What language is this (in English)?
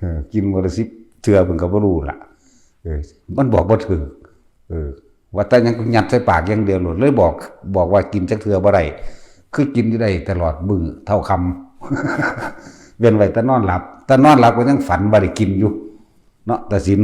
Northeastern Thai